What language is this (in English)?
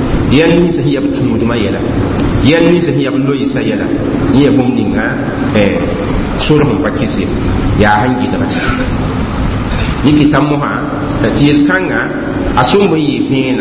Mossi